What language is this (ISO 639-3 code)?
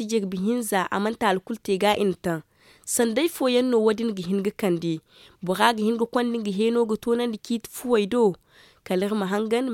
dje